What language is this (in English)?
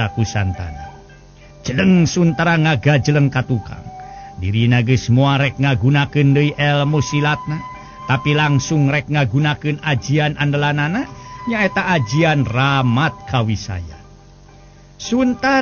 Sundanese